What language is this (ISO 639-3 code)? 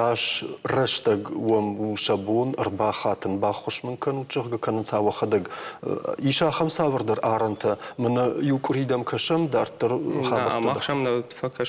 oss